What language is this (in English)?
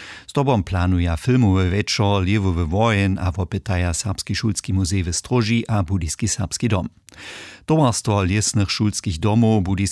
Upper Sorbian